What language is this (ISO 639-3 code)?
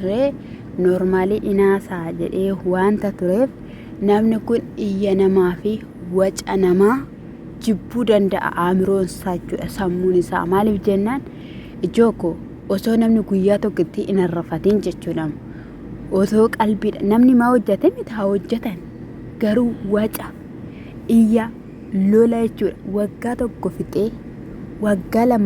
orm